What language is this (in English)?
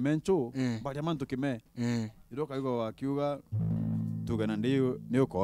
Meru